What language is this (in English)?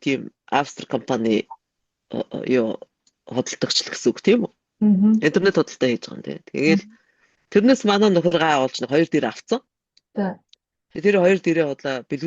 Mongolian